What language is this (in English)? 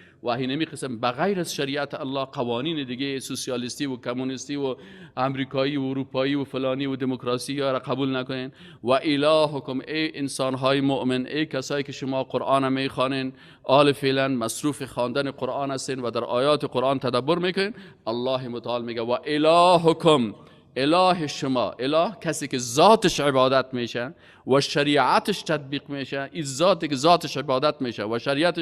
Persian